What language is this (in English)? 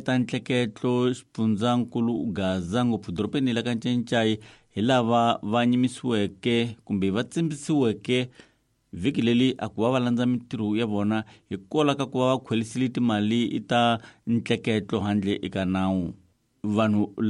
Tsonga